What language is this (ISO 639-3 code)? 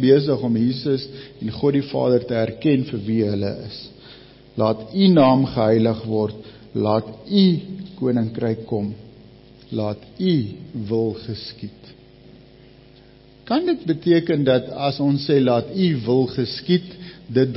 afr